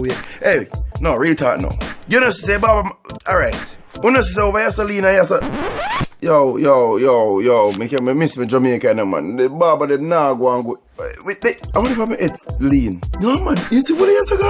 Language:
Jamaican Creole English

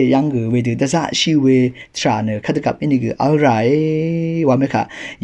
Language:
Rawang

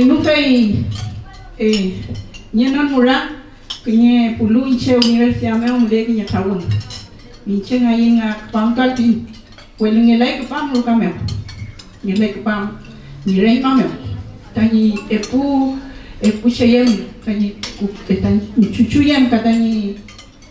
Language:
Mapuche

